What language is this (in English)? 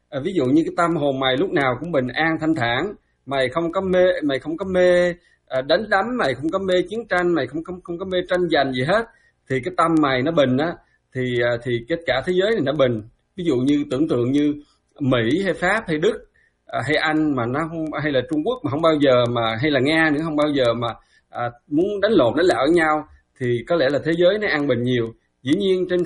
Vietnamese